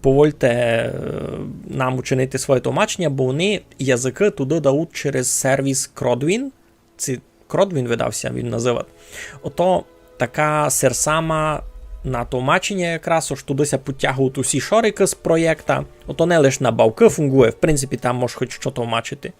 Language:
Rusyn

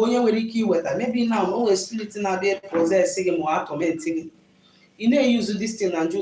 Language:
Igbo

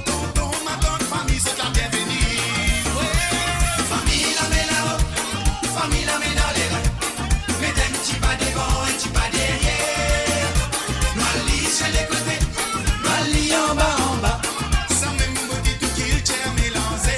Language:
Morisyen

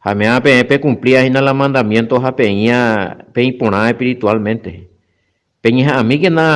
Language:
Guarani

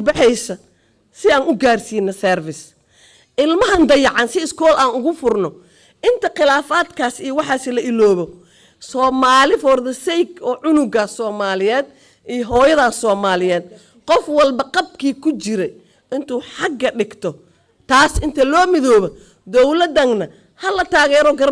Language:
Somali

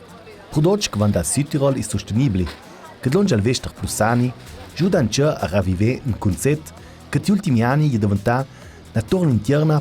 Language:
Ladin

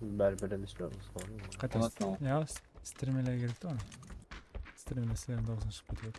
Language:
Kara-Kalpak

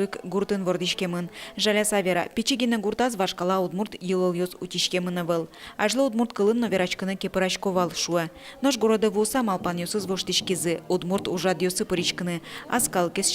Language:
Udmurt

